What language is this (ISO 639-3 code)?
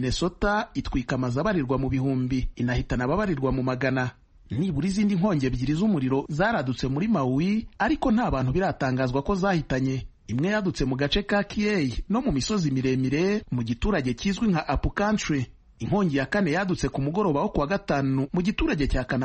kin